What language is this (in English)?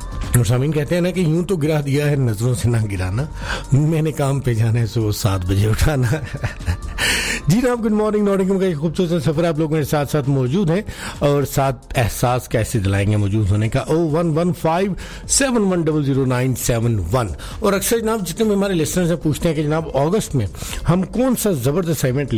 Urdu